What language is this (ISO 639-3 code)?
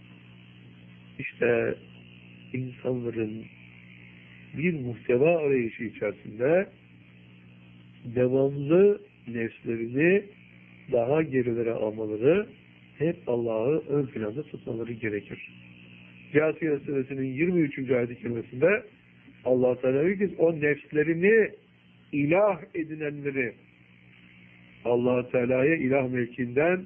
tur